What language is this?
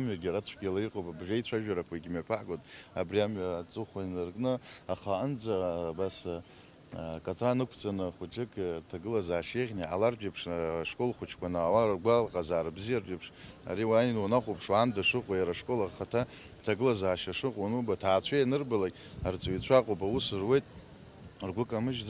Abkhazian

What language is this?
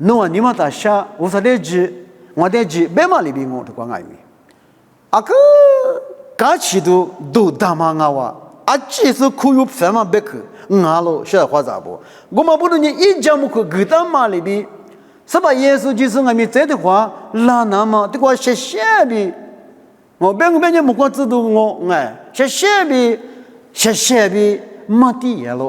Lisu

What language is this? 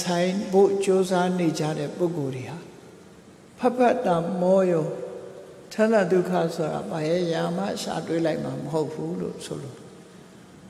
Burmese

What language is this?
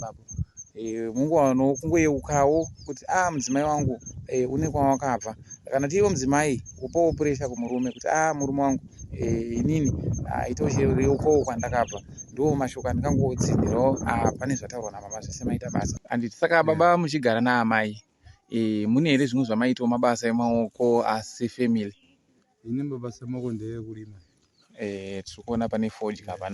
Shona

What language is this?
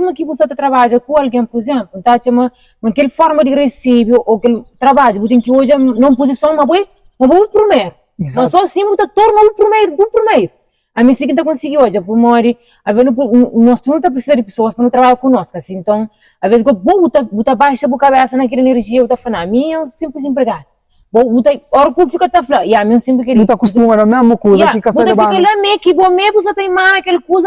Kabuverdianu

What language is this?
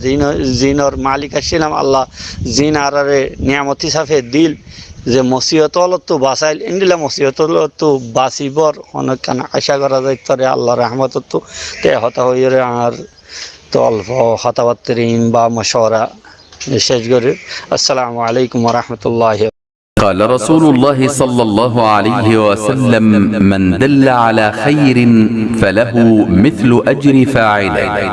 Rohingya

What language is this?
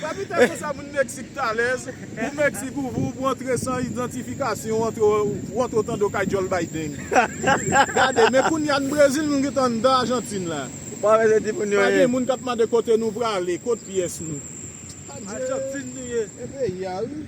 Haitian Creole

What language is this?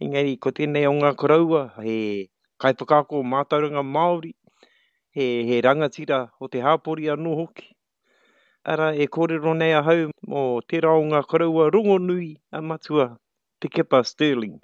Māori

